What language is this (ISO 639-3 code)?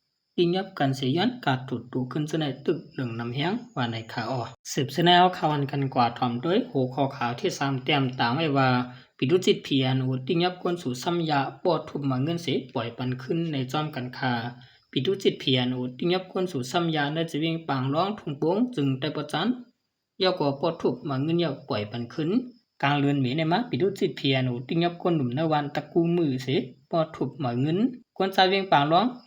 shn